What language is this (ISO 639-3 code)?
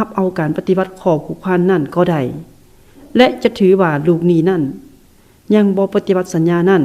lao